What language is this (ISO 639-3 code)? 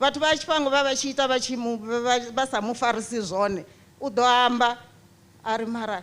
ven